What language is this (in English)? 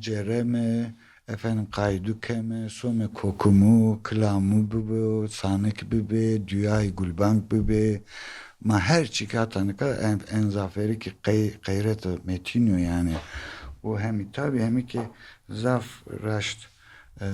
Zaza